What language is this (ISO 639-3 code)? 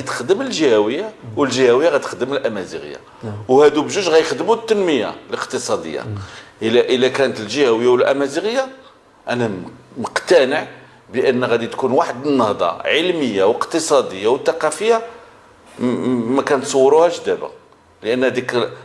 ary